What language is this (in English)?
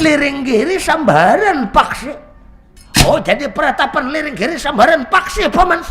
Banjar